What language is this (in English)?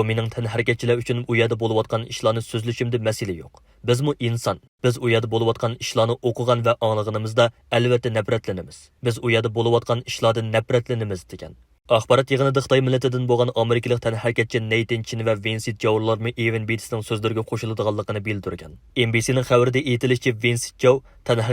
Uyghur